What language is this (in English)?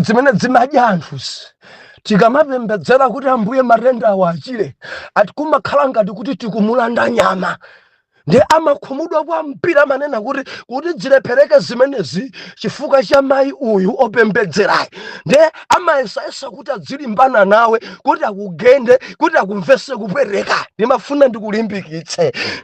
Nyanja